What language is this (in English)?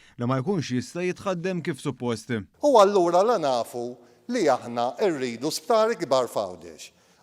Maltese